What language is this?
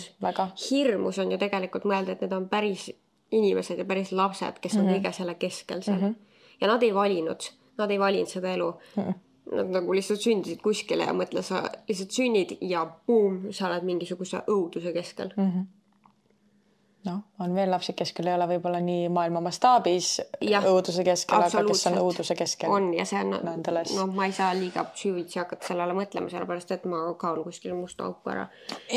Estonian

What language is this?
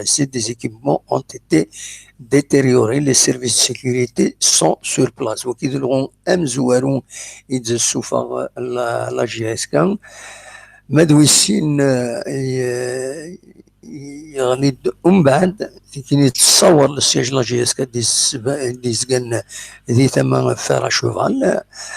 Kabyle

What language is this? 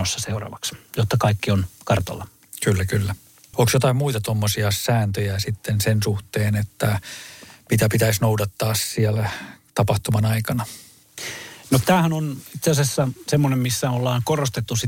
Finnish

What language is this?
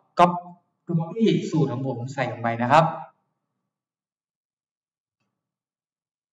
Thai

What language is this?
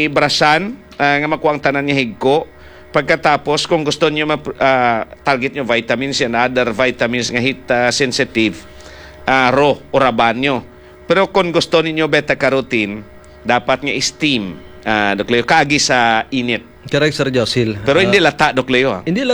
Hiligaynon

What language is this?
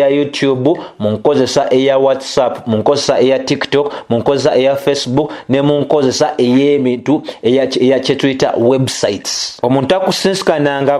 Ganda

